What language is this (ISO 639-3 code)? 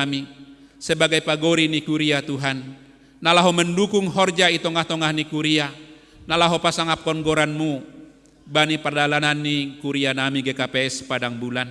bts